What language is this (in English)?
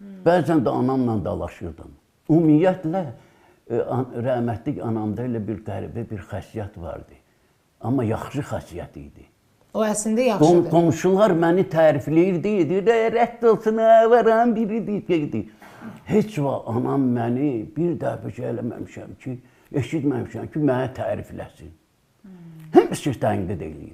Azerbaijani